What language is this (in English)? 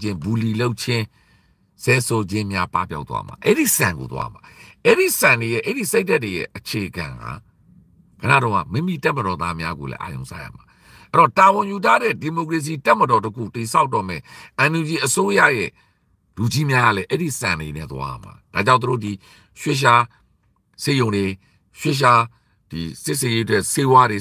Burmese